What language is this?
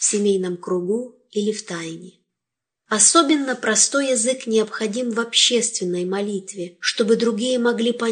Russian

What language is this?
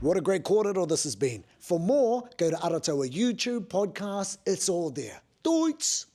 Māori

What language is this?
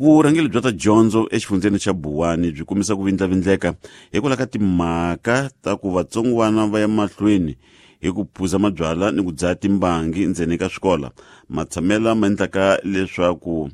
Tsonga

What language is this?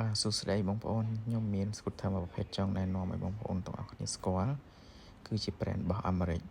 Khmer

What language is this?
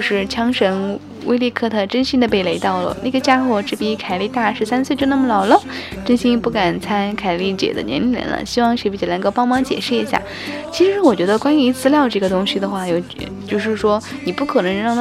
Chinese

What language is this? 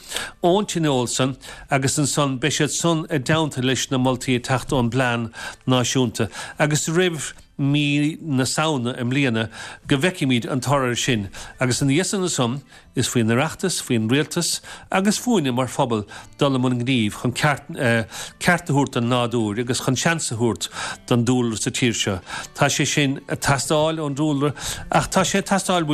Irish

